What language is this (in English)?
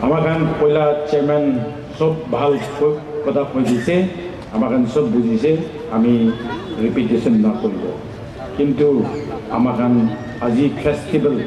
Naga Pidgin